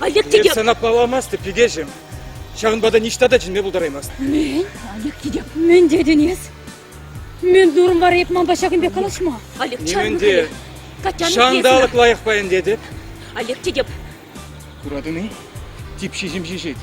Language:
Chuvash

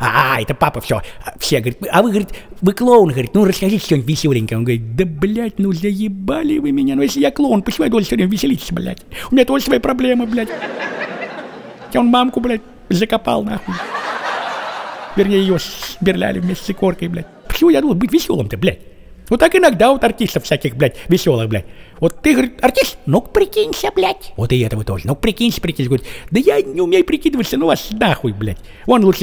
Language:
Russian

